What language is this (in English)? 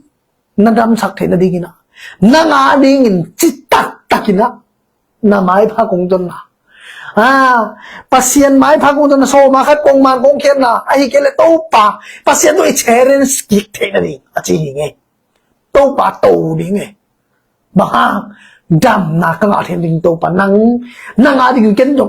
Tedim Chin